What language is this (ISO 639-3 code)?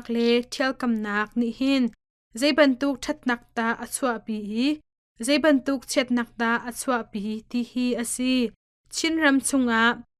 cnh